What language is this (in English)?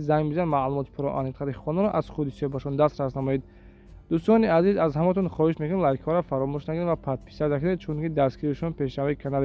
Tajik